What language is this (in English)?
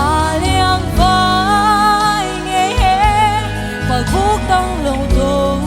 Paite Chin